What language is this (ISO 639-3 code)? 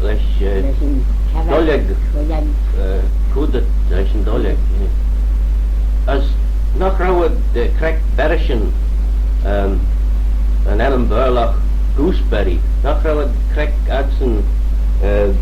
glv